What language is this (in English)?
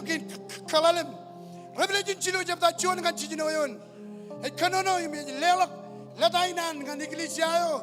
Marshallese